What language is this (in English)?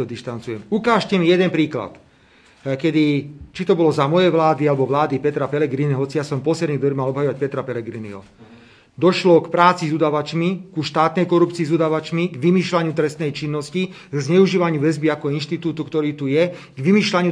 Slovak